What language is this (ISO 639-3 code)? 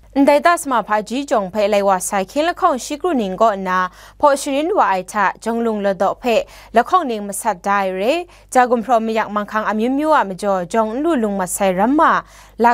kac